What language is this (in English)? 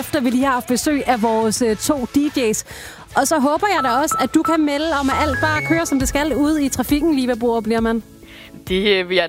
Danish